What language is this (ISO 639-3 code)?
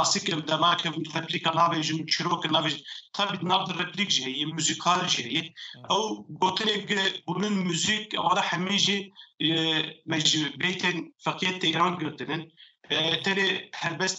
kur